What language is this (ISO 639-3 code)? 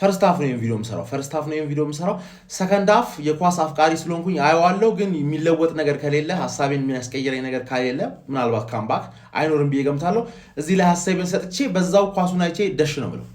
amh